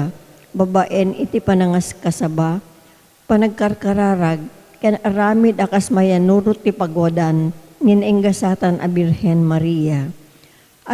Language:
Iloko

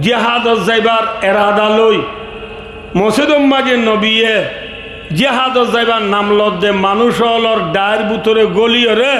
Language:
Rohingya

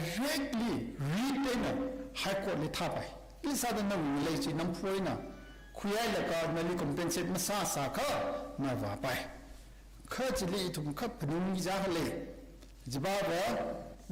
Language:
Tangkhul Naga (India)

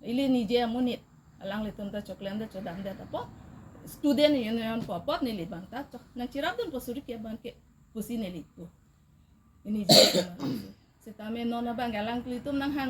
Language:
Karbi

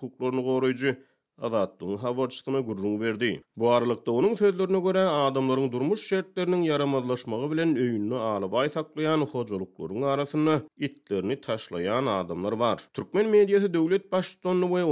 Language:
Turkmen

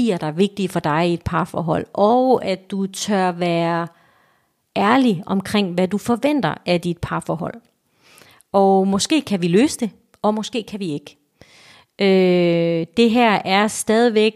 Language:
Danish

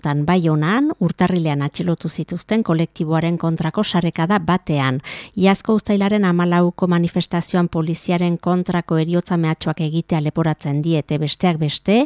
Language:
Basque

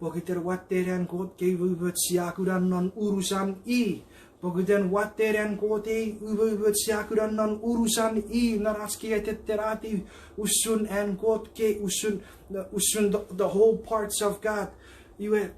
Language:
Chuukese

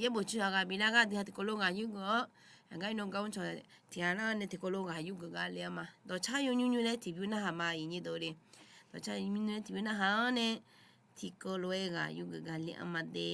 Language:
Akha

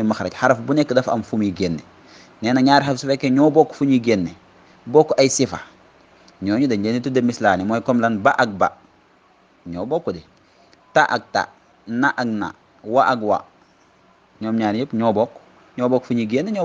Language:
Wolof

